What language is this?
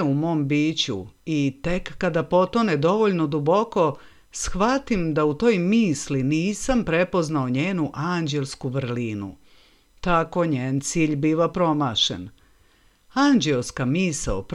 Serbian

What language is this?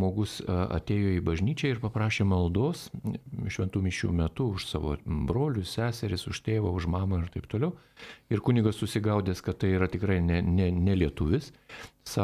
Lithuanian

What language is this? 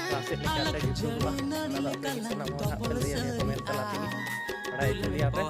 Santali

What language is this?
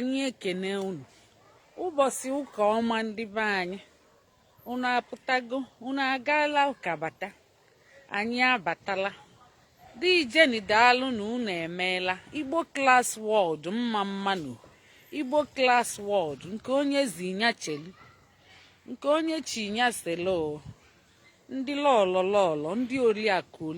Igbo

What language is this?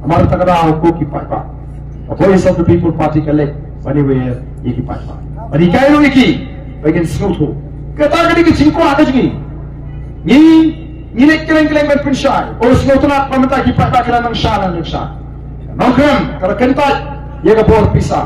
Khasi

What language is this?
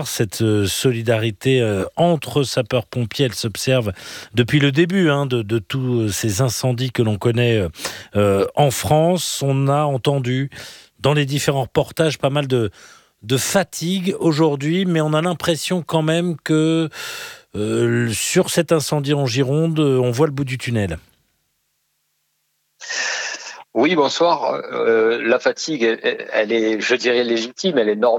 French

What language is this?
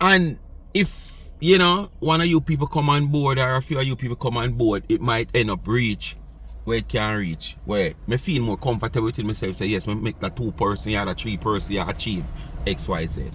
Jamaican Creole English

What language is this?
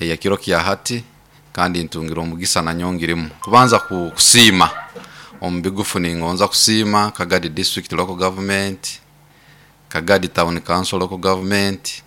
Nyoro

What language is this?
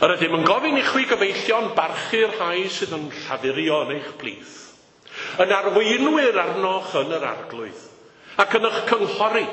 Welsh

